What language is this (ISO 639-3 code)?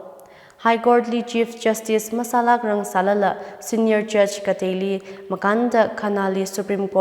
nmf